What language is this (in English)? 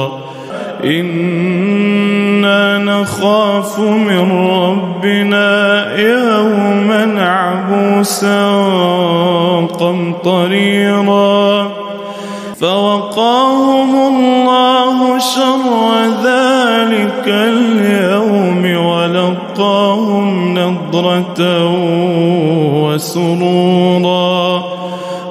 Arabic